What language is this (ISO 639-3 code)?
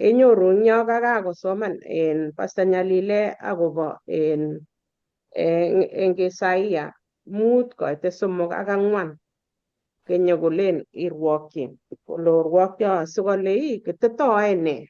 kln